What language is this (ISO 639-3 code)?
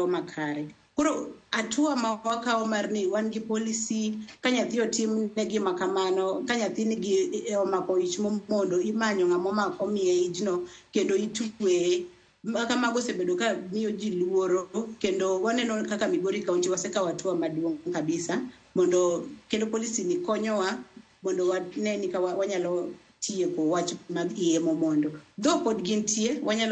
luo